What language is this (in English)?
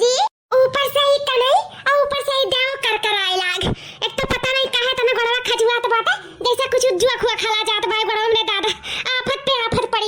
Awadhi